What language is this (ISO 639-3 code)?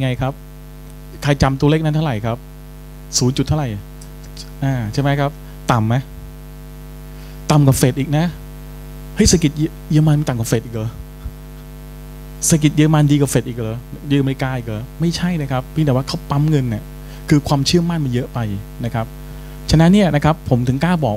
tha